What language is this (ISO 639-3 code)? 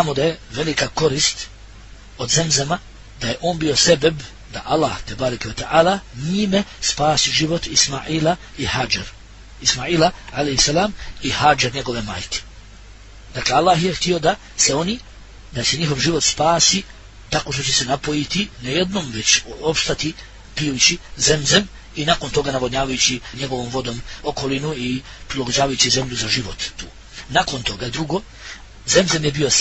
bos